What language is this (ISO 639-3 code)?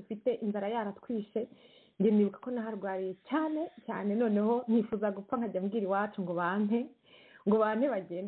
kin